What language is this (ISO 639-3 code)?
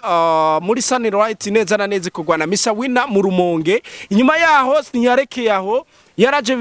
run